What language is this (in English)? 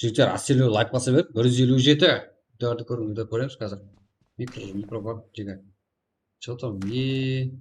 Kara-Kalpak